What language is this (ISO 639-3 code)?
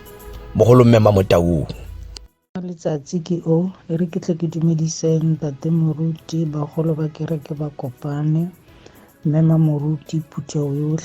tsn